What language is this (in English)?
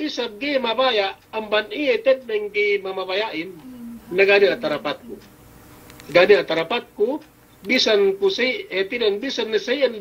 Yakan